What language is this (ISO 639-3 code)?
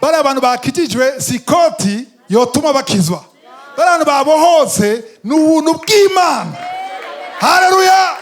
run